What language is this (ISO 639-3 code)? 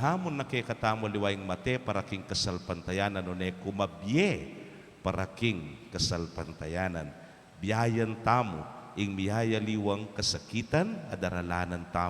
pam